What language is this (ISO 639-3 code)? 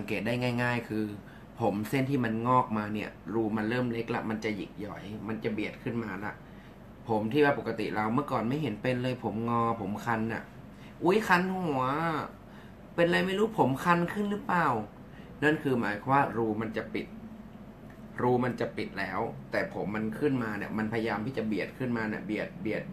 tha